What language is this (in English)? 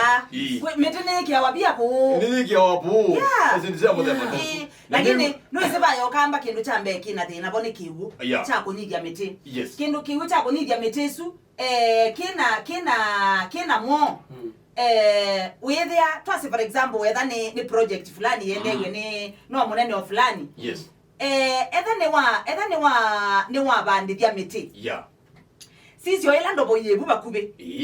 Kamba